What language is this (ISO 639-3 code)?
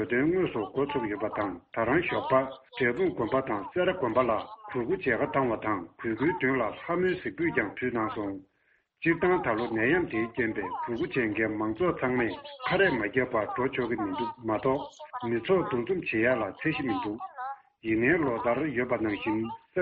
bod